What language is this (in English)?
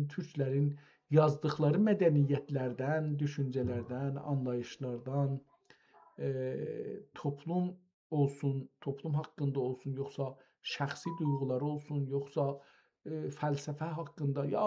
South Azerbaijani